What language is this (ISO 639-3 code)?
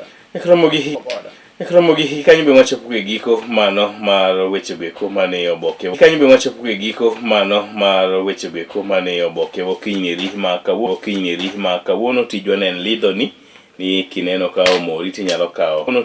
luo